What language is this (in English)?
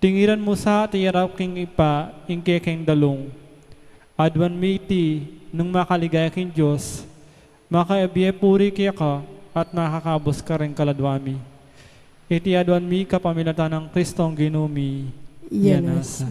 Pampanga